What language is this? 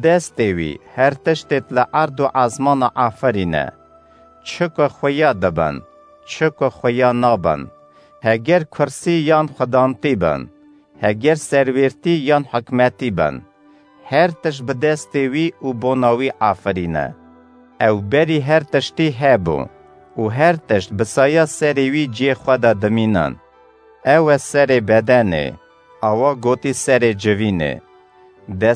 Kurdish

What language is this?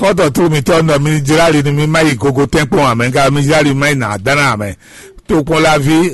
Fon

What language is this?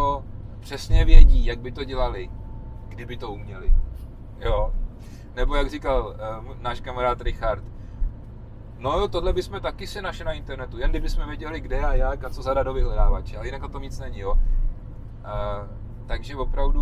Czech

